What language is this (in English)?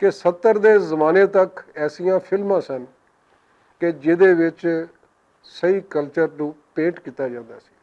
Western Panjabi